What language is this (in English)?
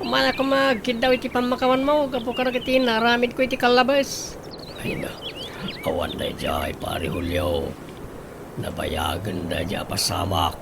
Iloko